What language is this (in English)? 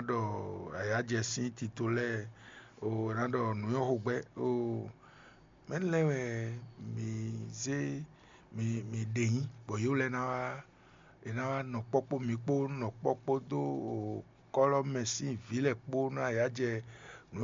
Fon